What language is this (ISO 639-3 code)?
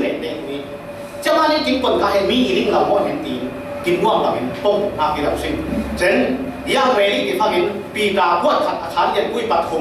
cfm